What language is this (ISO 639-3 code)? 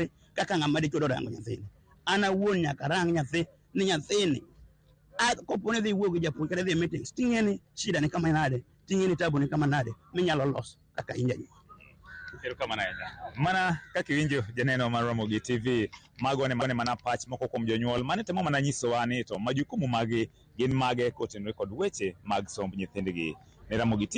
luo